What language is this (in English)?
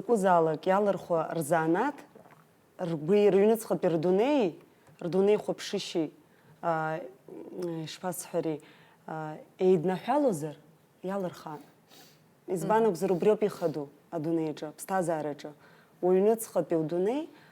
Abkhazian